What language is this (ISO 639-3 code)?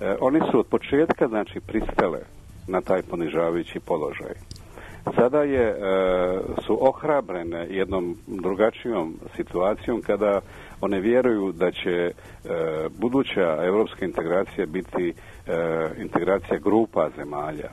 srp